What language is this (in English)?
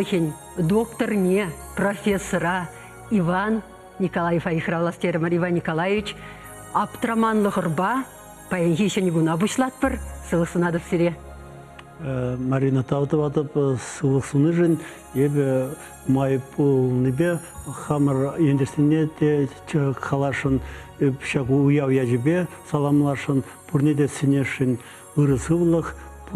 Chuvash